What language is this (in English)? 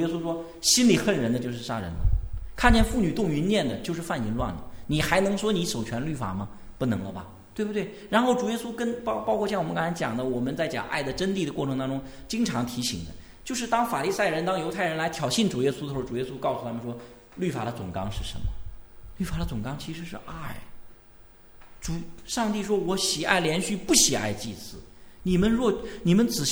Chinese